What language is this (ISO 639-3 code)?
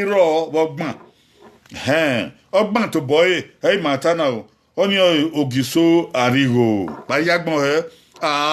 bin